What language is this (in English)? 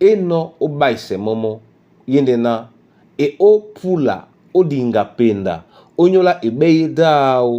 Duala